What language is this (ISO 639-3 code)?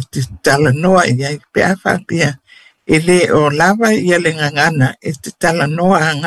smo